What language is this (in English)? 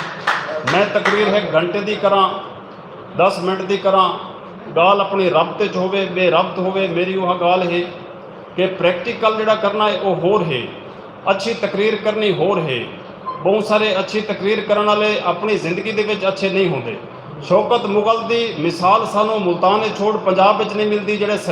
Saraiki